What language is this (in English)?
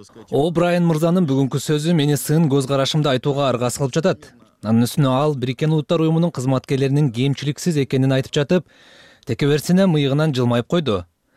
Kyrgyz